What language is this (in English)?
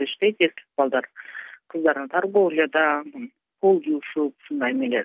Kyrgyz